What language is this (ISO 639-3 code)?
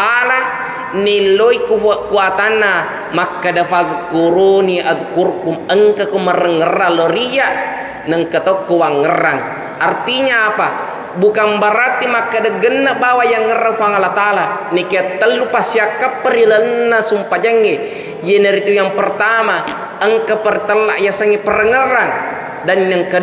bug